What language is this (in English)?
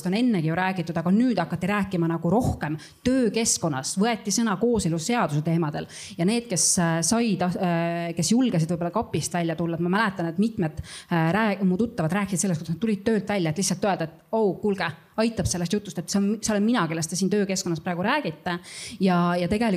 Estonian